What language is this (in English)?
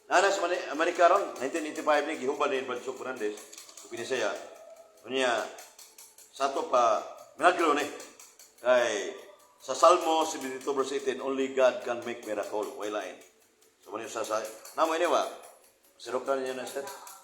Cebuano